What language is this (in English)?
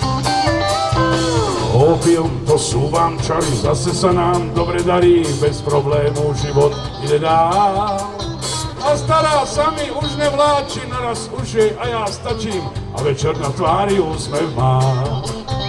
Slovak